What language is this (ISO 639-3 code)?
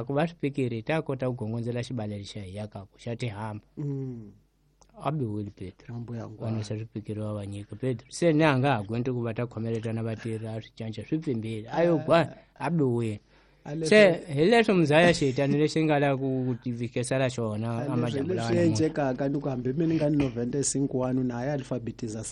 tso